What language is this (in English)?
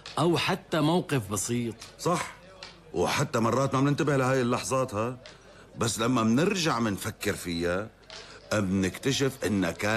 North Levantine Arabic